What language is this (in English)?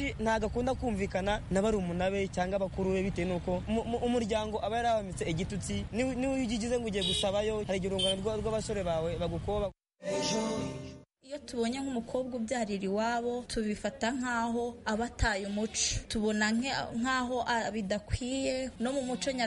Kinyarwanda